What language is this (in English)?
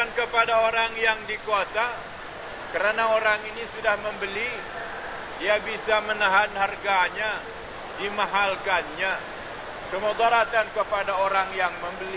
Malay